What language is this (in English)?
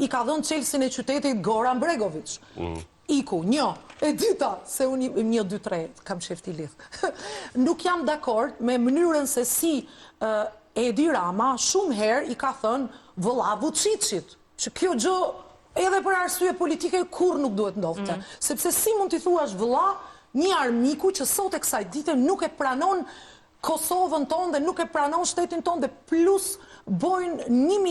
Albanian